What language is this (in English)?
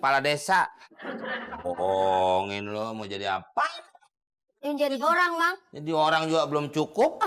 Betawi